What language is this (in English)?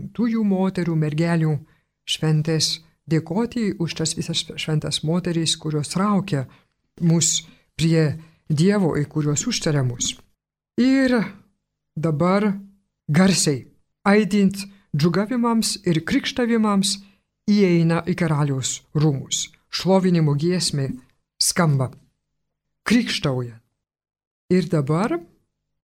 Lithuanian